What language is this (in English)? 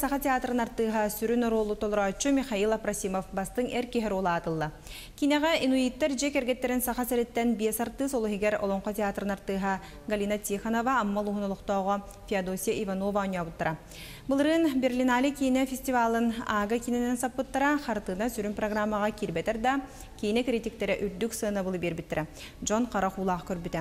Yakut